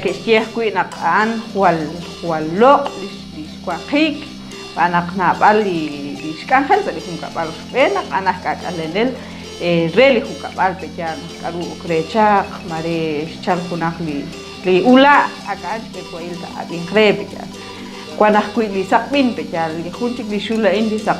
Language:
Kekchí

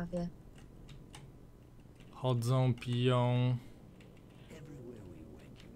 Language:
Polish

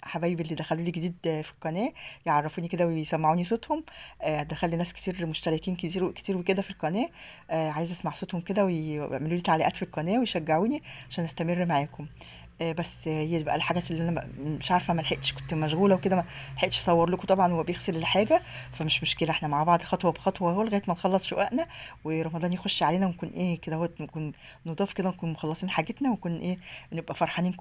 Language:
Egyptian Arabic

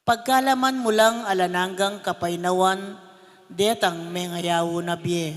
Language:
Pampanga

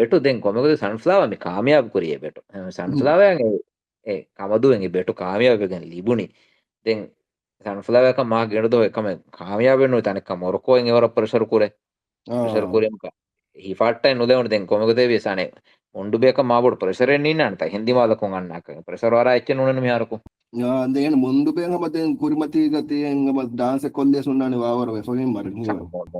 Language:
Divehi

